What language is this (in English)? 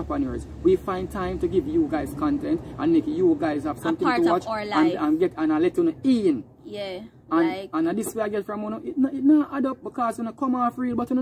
Jamaican Creole English